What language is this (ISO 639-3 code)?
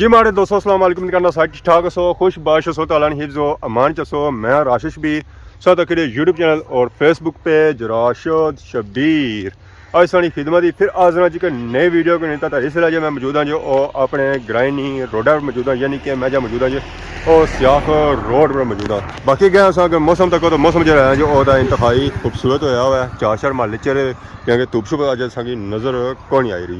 phr